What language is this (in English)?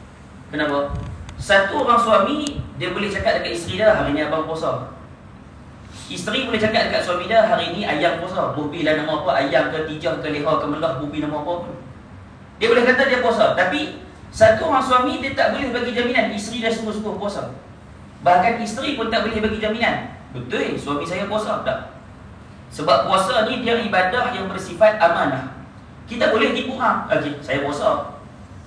Malay